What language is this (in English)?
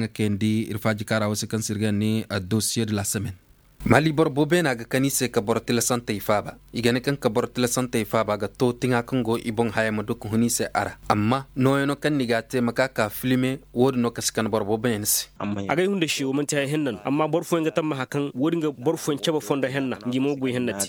Koyraboro Senni